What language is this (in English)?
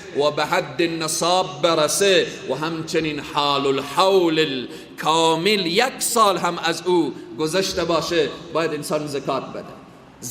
Persian